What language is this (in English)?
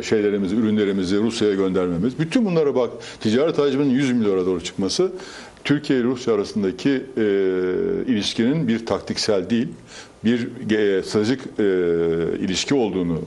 Turkish